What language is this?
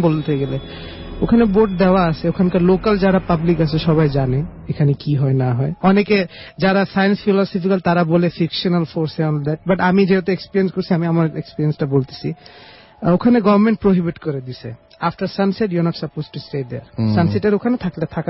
Bangla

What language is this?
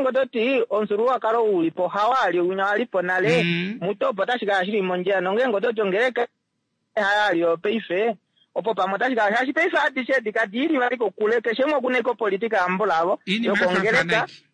Kuanyama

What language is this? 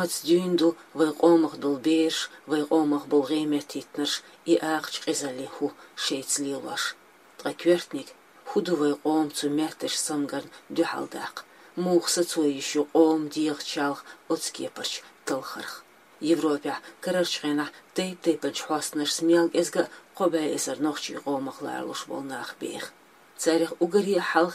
Chechen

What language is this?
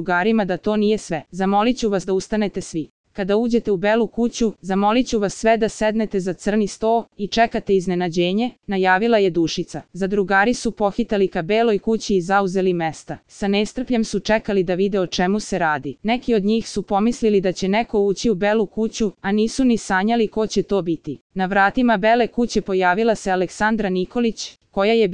Serbian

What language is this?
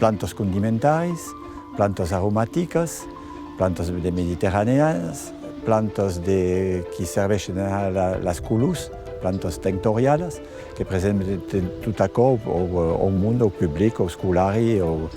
Occitan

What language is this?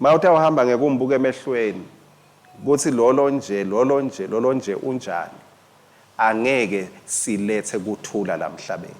Swati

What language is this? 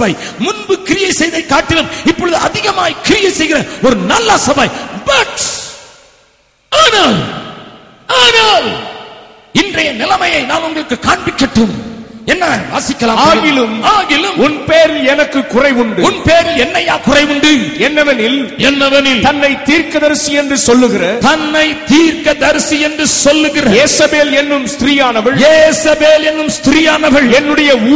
Tamil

